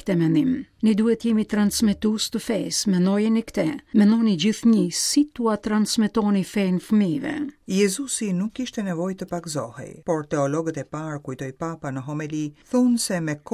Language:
Albanian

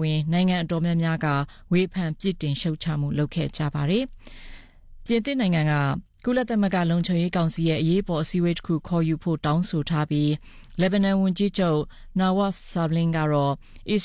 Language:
Burmese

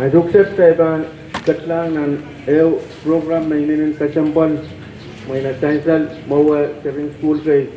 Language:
Pohnpeian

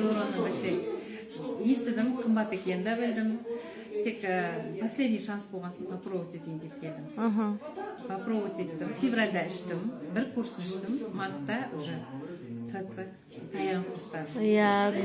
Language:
Kazakh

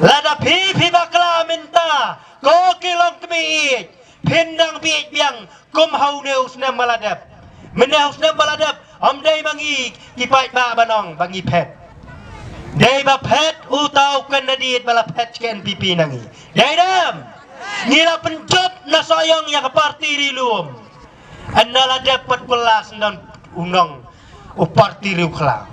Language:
Khasi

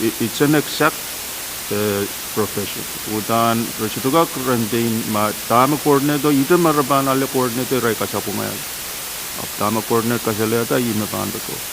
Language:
Pohnpeian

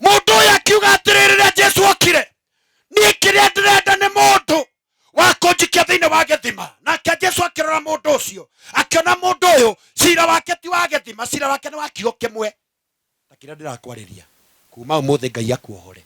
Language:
Kikuyu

